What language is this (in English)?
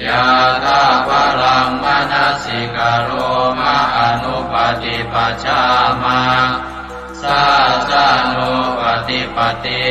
Pali